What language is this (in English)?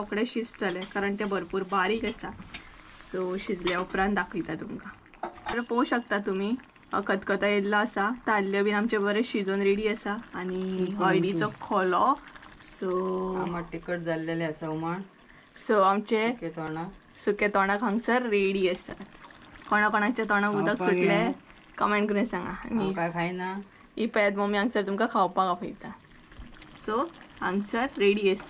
Konkani